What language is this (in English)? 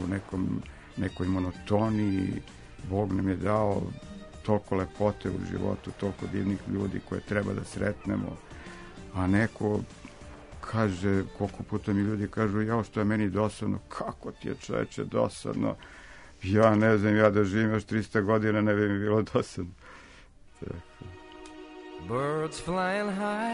Serbian